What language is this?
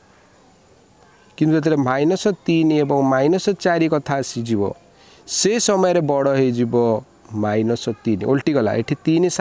Odia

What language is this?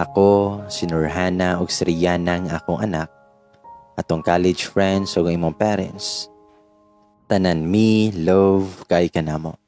Cebuano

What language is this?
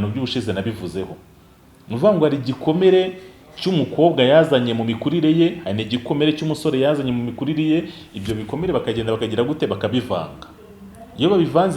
Kinyarwanda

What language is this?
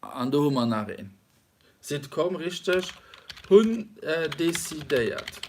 Luxembourgish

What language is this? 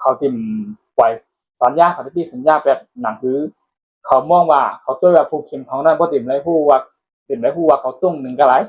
Shan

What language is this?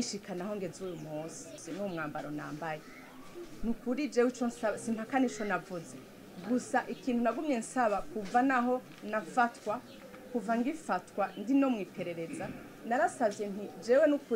Rundi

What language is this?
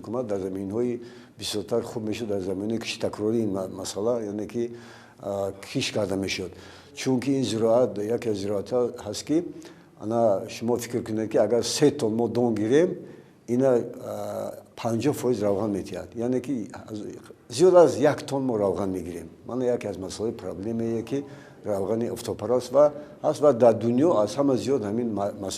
Tajik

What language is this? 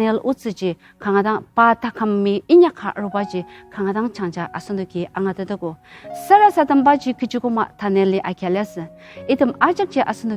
Ao Naga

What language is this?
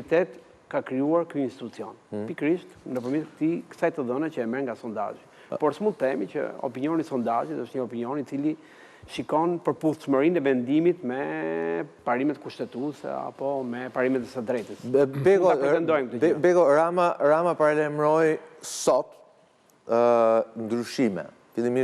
Albanian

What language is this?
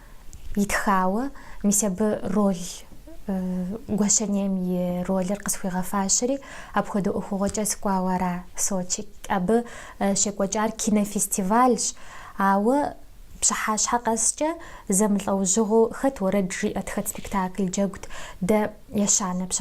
Kabardian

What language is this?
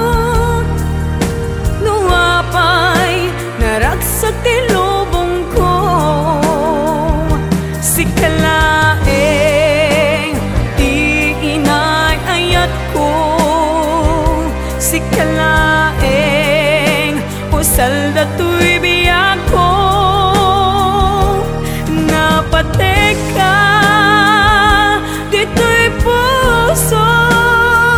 Iloko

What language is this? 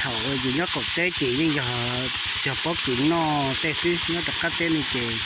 Hmong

